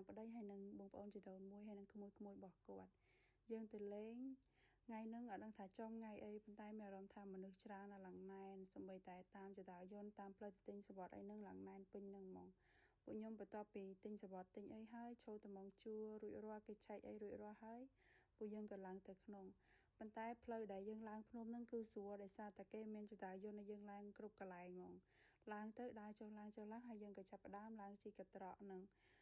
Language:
Khmer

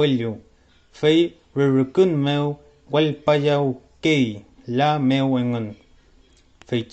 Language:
Mapuche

